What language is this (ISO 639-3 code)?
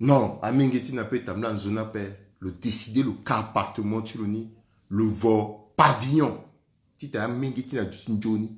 sag